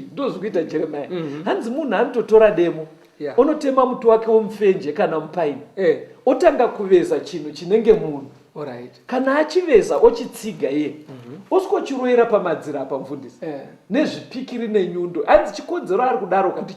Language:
Shona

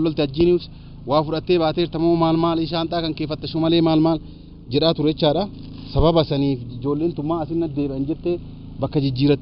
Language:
Oromo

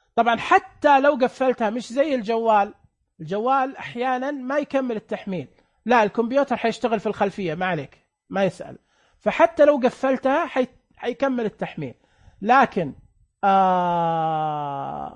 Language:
Najdi Arabic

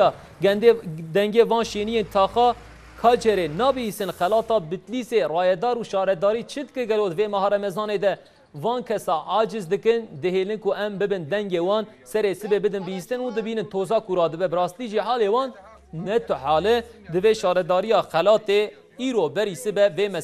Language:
Kurdish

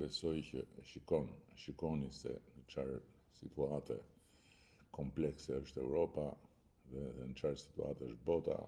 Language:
Albanian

